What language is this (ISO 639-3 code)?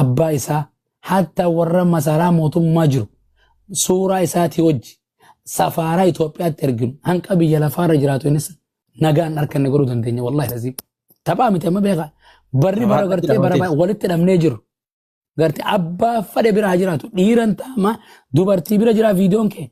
orm